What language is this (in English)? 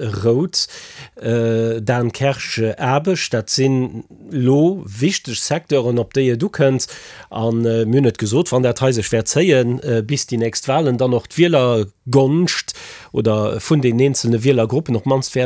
Luxembourgish